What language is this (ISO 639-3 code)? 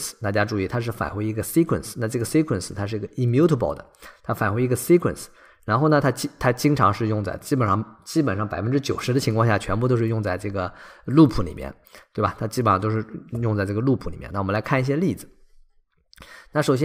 zho